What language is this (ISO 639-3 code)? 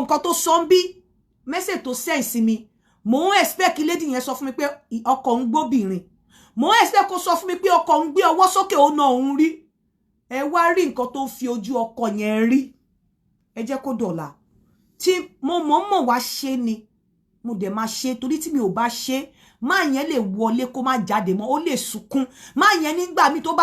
yor